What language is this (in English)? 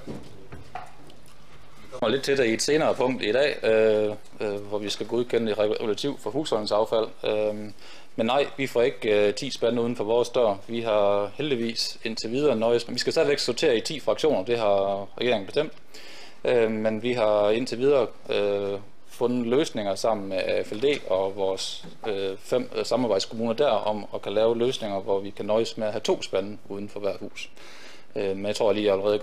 Danish